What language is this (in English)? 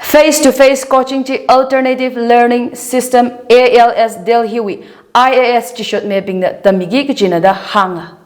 Tangkhul Naga (India)